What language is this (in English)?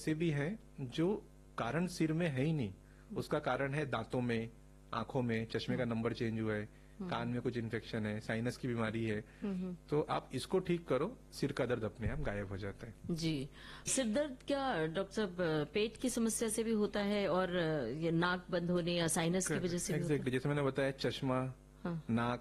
Hindi